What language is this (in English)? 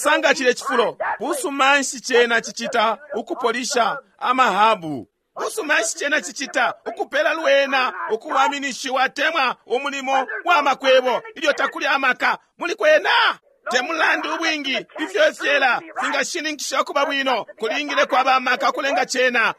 Bemba